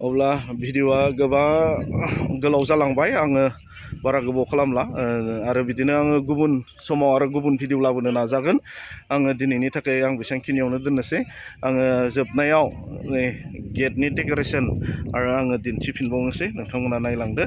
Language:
Bodo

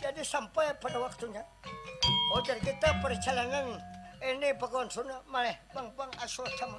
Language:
Banjar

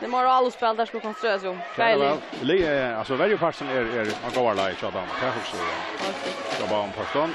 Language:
Faroese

